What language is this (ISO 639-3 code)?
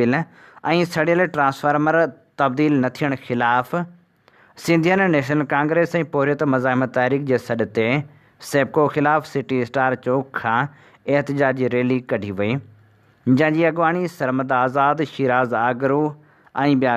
snd